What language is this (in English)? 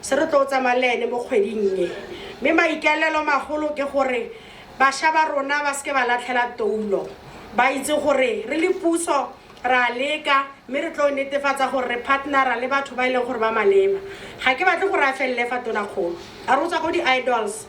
Tswana